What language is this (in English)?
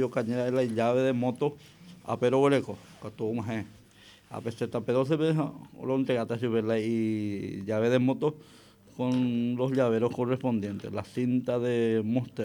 Guarani